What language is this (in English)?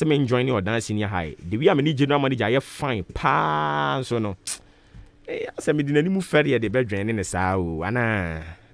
Akan